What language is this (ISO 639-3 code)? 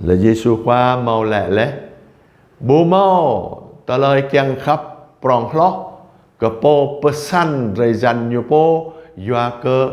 jra